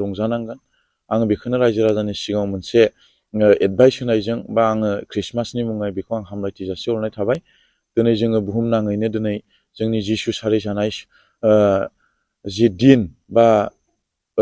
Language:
Bodo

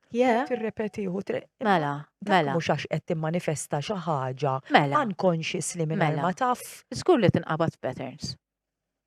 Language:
Maltese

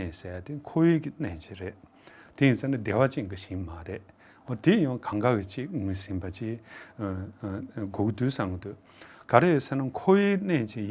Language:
Tibetan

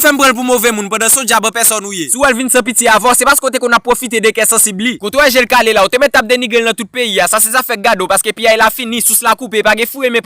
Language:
Haitian Creole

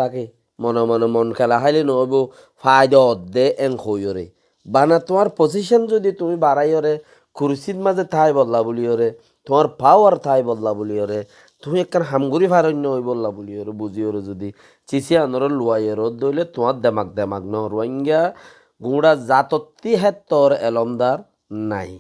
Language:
Rohingya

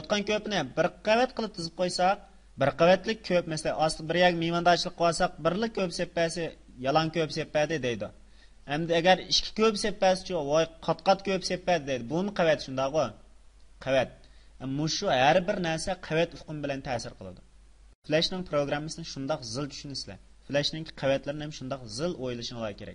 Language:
Uyghur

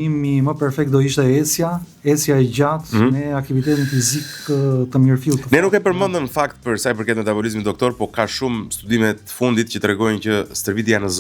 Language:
Albanian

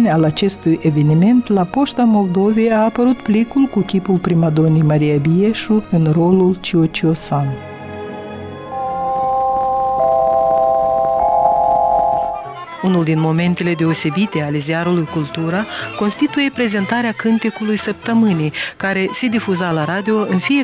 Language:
Romanian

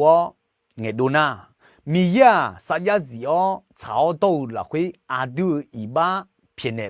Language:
Akha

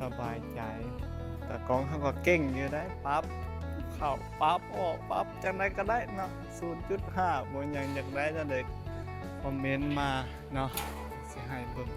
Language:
Northeastern Thai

